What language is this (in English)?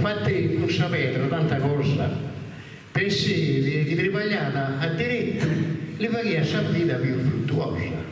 Sardinian